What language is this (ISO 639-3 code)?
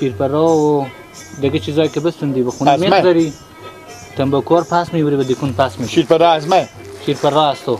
fas